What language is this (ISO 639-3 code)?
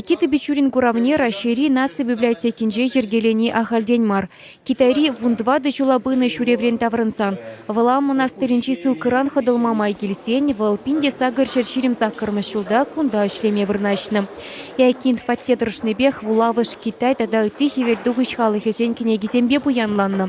chv